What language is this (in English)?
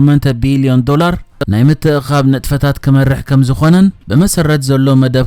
Tigrinya